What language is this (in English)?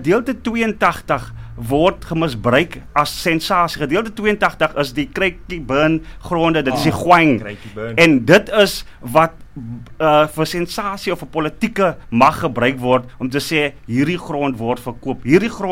Afrikaans